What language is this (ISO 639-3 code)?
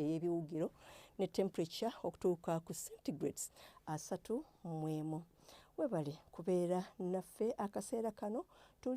lug